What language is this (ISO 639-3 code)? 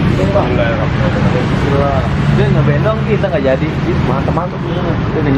bew